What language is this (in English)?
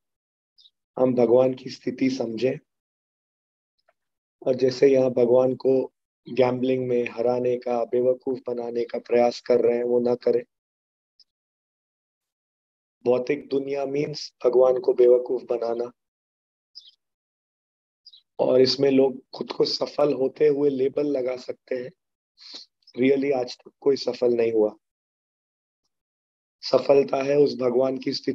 Hindi